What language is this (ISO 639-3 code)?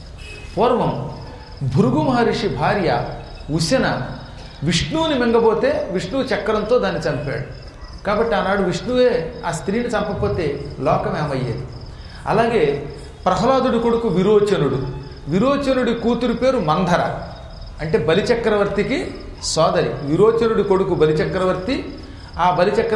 tel